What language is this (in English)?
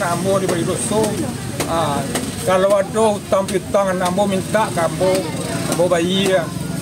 Minangkabau